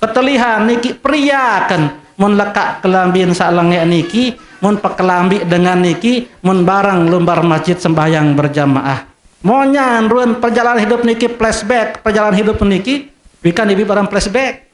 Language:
Sasak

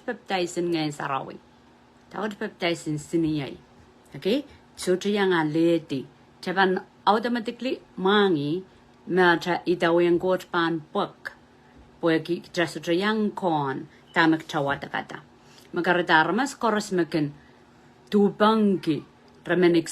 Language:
Pohnpeian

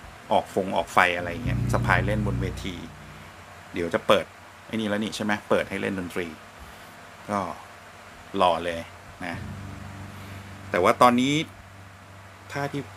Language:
Thai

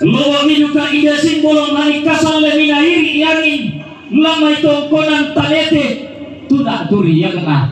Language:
Toraja-Sa'dan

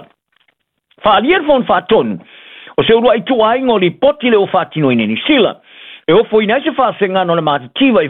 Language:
Samoan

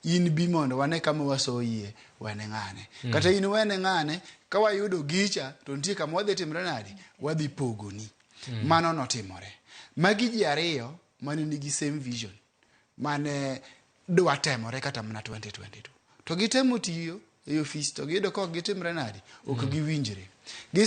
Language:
Luo (Kenya and Tanzania)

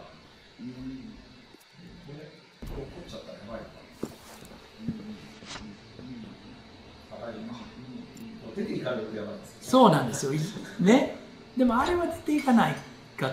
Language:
Japanese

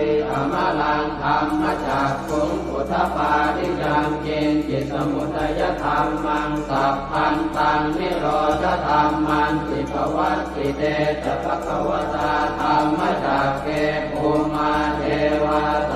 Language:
Pali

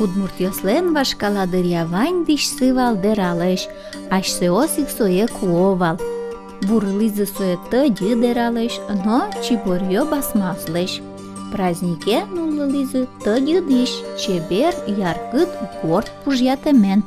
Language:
Udmurt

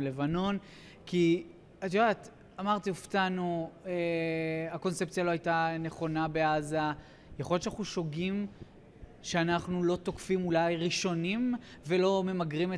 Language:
Hebrew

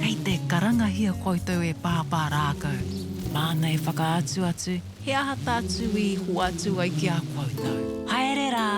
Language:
Māori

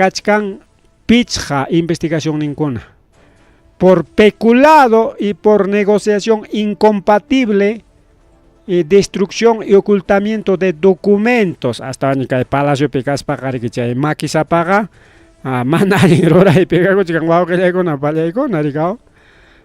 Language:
Ayacucho Quechua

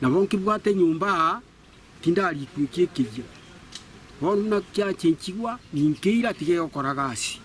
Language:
Gusii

